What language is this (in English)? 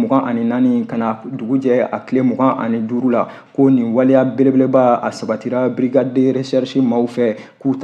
Bambara